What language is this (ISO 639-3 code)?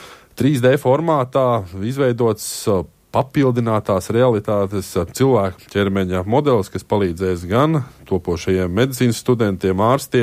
lav